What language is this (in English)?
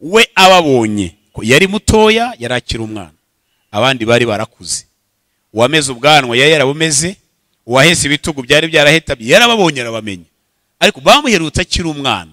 Kinyarwanda